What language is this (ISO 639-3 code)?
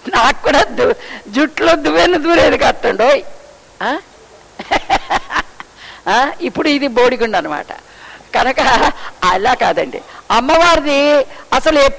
tel